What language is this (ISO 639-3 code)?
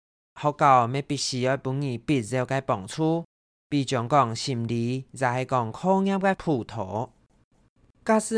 hak